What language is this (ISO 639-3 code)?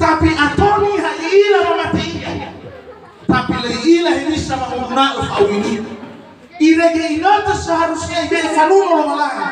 nia